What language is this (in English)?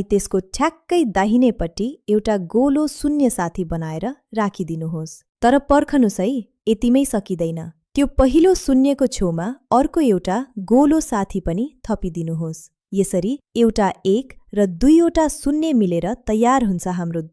Nepali